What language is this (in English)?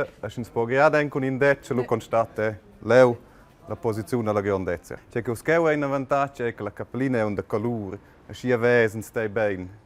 Romansh